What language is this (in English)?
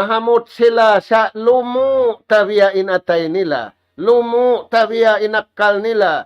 Tausug